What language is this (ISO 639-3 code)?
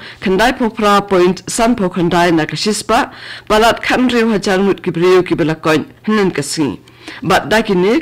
kha